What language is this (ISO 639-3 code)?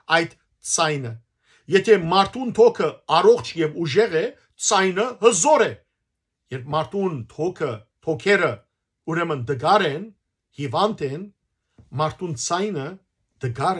hyw